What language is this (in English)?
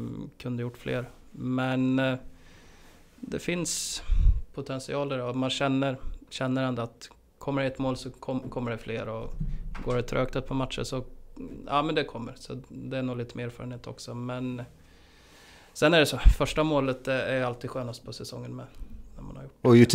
Swedish